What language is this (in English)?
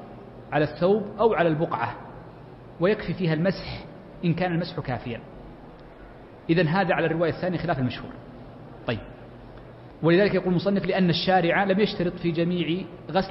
Arabic